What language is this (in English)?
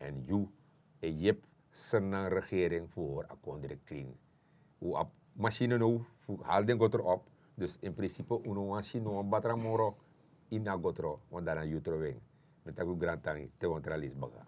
Sranan Tongo